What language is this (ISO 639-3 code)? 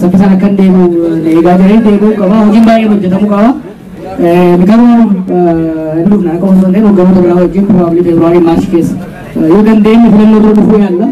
orm